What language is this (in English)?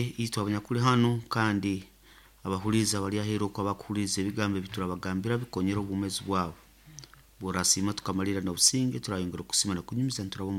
Nyankole